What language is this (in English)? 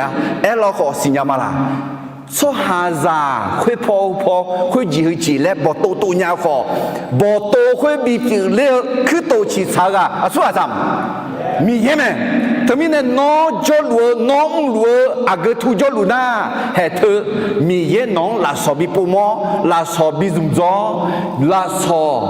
Akha